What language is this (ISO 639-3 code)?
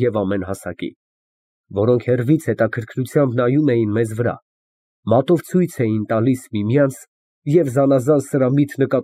hye